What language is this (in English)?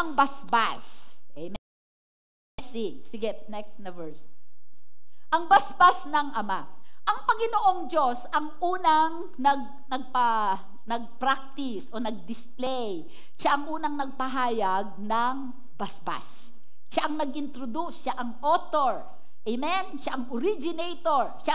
Filipino